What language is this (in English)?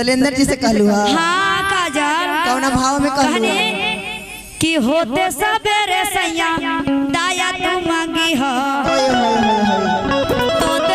Magahi